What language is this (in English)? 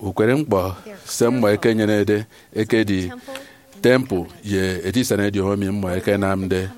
Efik